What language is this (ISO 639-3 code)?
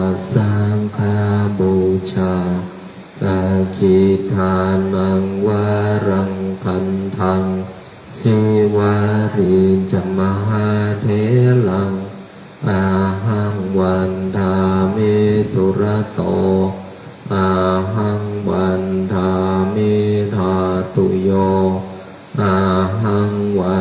pli